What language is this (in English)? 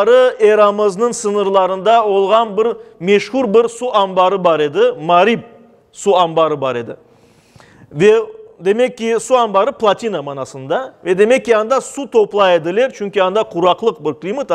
Crimean Tatar